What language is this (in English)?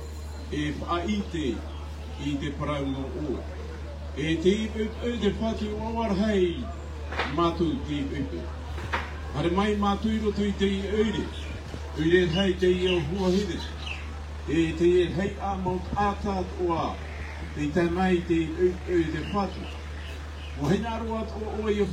Tahitian